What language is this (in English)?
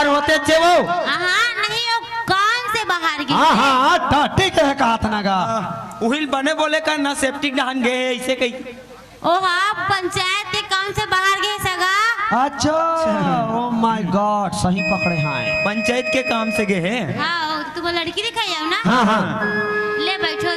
Chhattisgarhi